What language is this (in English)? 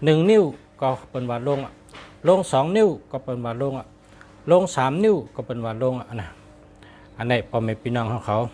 Shan